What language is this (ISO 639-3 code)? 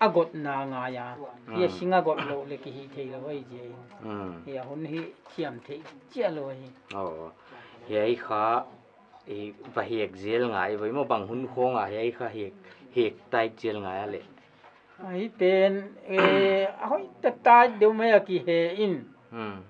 pck